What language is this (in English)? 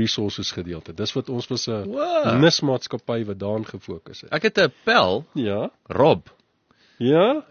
Afrikaans